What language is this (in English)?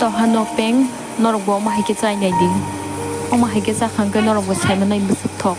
Kok Borok